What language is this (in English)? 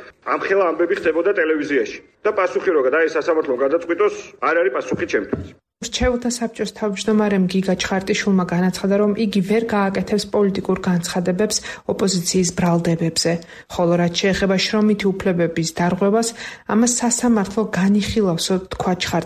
Georgian